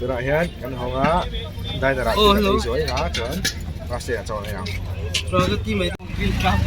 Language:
Mizo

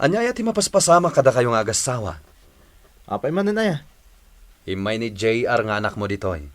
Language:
Iloko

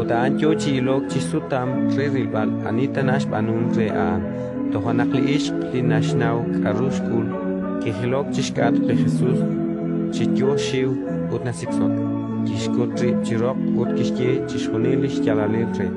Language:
Kekchí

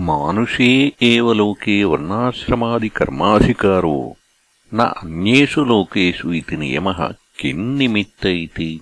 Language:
Sanskrit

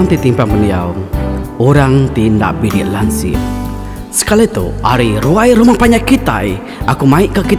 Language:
Iban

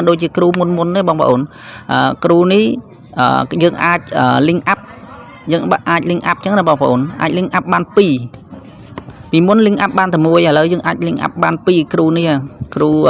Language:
Khmer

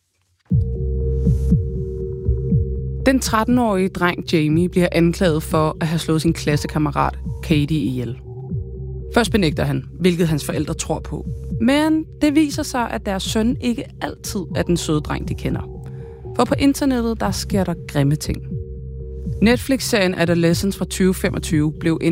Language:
Danish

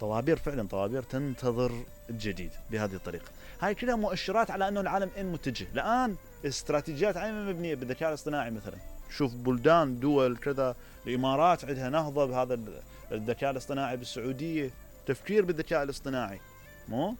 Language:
Mesopotamian Arabic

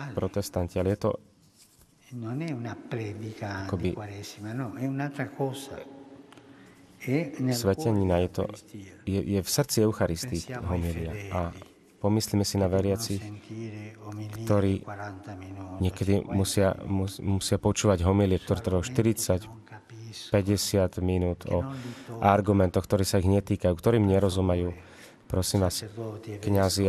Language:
Slovak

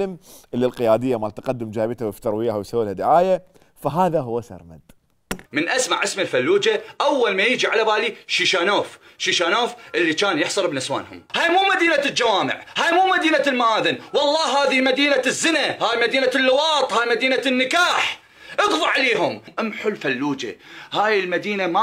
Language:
Mesopotamian Arabic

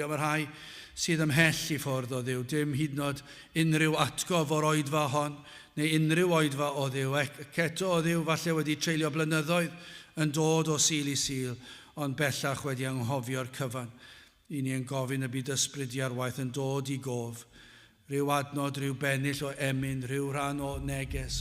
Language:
Welsh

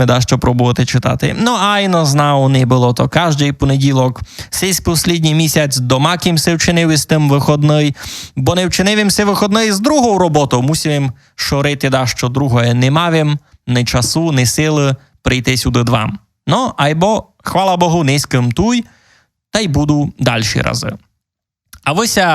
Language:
Rusyn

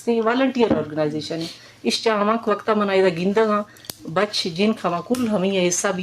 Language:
Eastern Balochi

